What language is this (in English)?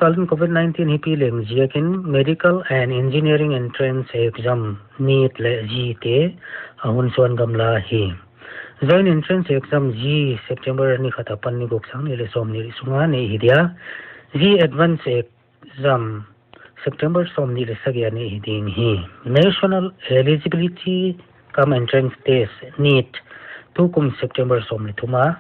Paite Chin